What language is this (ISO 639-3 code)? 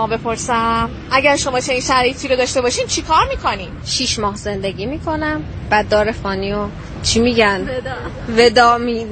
fas